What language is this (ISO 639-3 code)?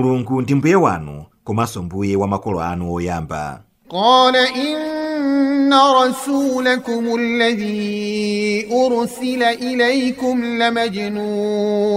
nya